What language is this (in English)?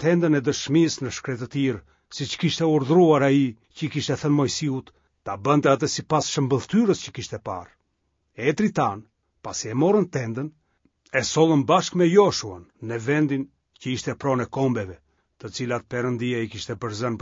Albanian